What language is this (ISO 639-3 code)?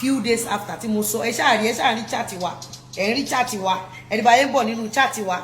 yor